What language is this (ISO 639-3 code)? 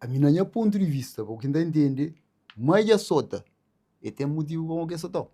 kea